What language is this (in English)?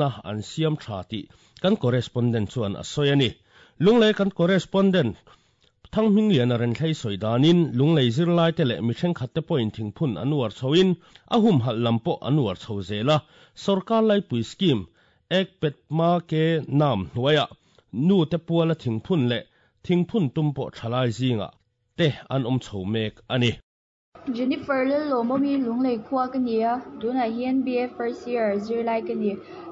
Mizo